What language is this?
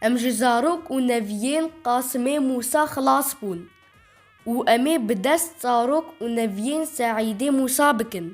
Kurdish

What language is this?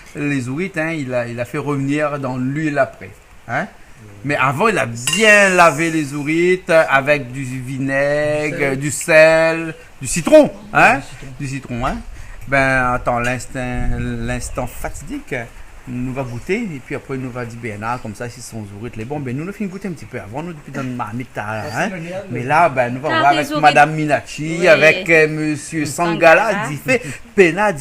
Réunion Creole French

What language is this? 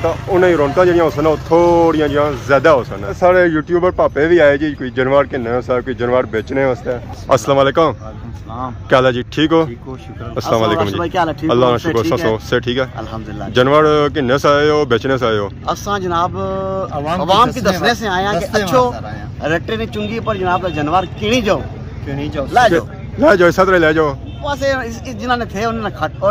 Pahari-Potwari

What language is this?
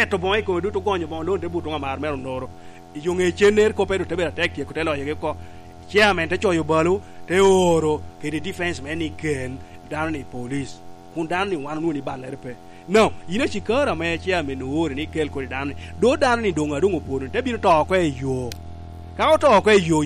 Lango (Uganda)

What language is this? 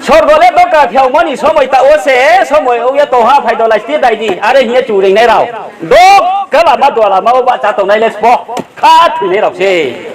Riang (India)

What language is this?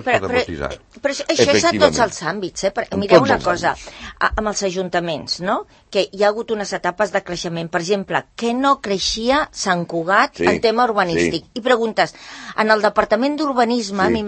Catalan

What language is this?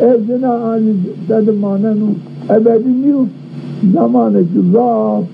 Zaza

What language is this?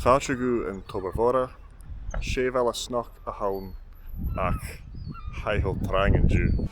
Scottish Gaelic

